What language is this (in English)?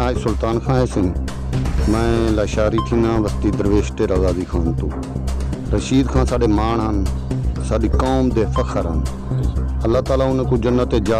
Saraiki